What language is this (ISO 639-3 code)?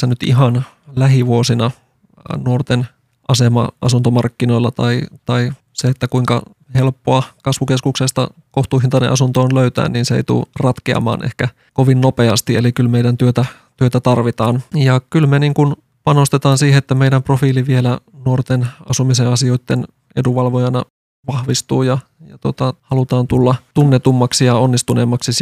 fin